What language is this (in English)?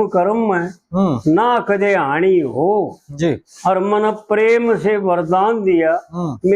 Haryanvi